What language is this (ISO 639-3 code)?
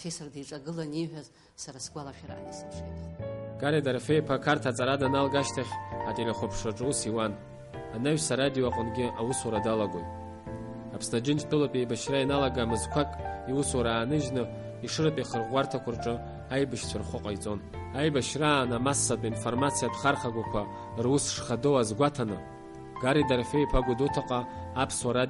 abk